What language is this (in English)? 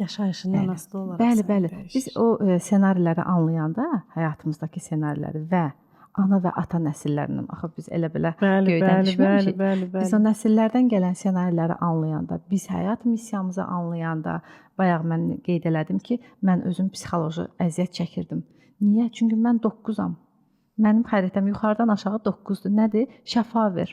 Azerbaijani